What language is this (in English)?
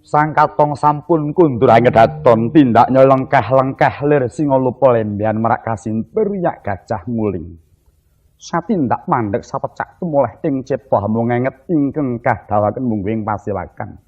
Javanese